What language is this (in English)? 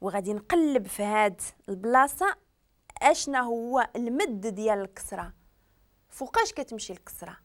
Moroccan Arabic